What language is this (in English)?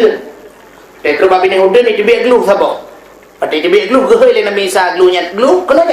Achinese